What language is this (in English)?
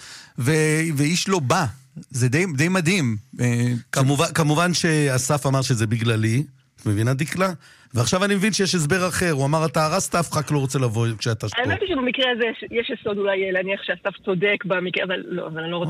Hebrew